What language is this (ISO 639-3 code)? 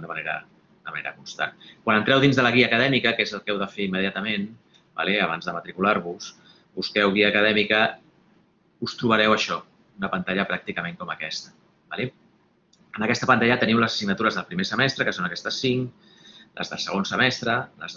cat